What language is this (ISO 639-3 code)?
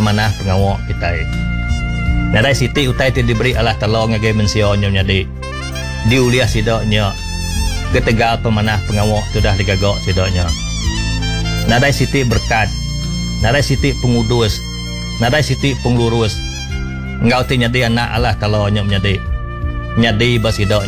iba